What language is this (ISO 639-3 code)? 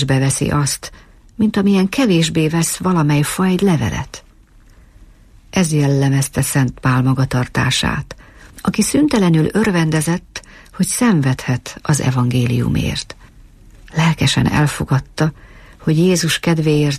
hun